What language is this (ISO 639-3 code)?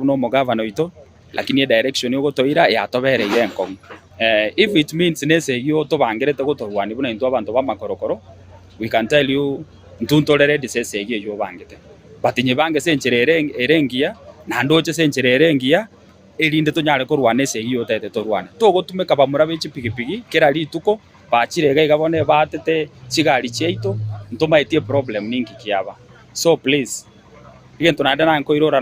guz